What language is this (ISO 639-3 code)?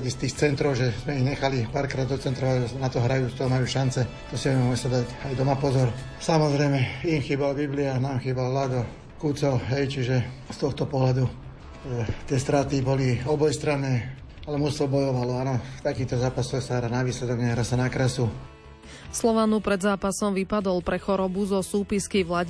slk